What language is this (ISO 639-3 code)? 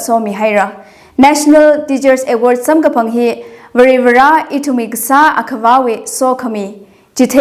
nmf